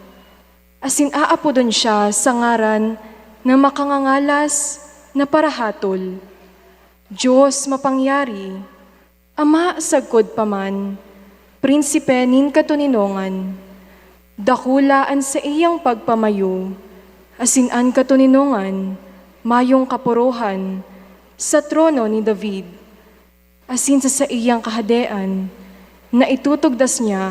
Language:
Bikol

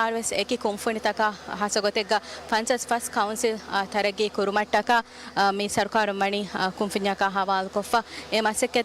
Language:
Divehi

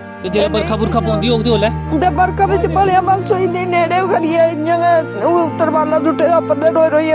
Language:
Dogri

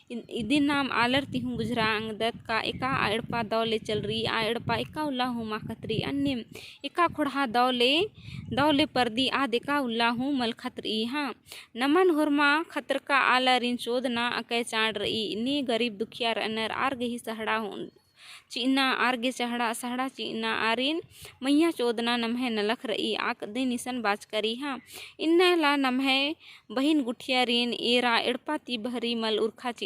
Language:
Kurukh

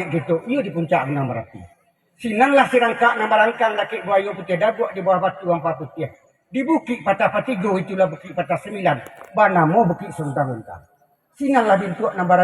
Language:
Minangkabau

